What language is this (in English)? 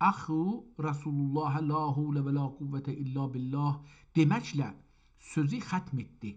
South Azerbaijani